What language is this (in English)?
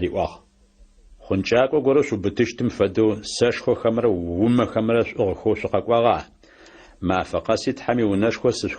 Adyghe